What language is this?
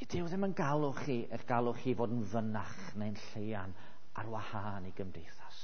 Welsh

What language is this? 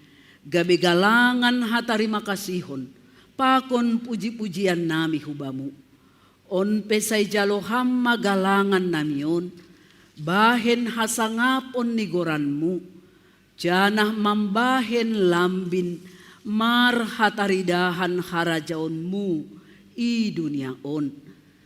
Batak Simalungun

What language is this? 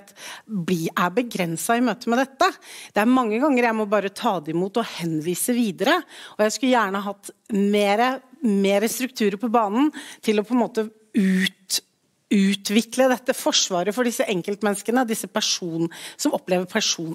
Norwegian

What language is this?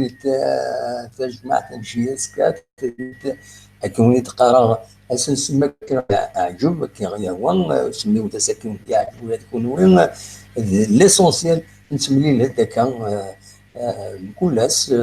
Kabyle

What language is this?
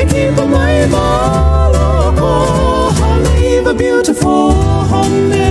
Hawaiian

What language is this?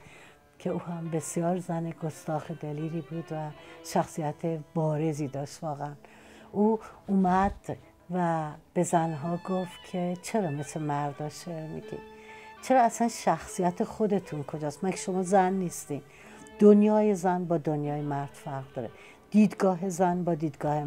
Persian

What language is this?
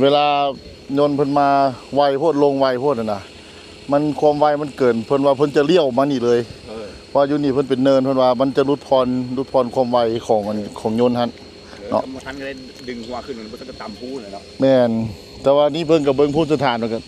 Lao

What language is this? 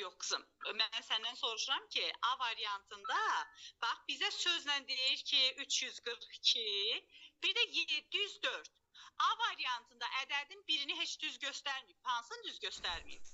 Azerbaijani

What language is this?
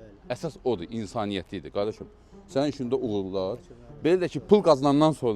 Azerbaijani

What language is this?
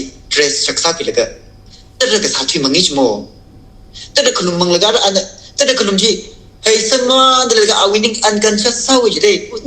Tangkhul Naga (India)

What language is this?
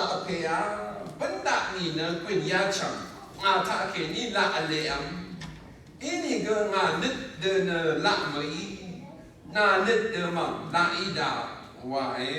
Rawang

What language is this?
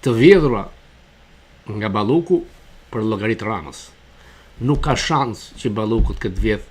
Albanian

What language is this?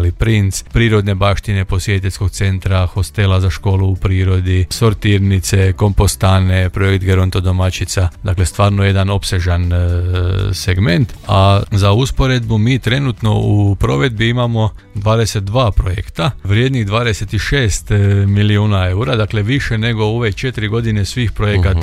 Croatian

